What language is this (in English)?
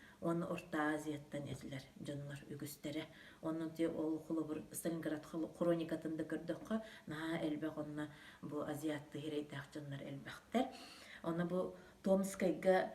Yakut